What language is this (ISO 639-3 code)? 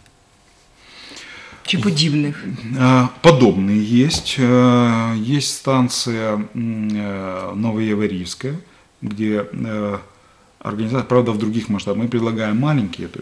ukr